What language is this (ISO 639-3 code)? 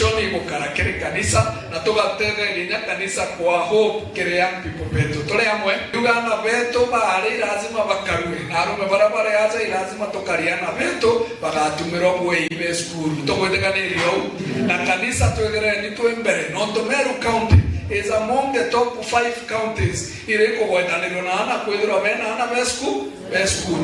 mer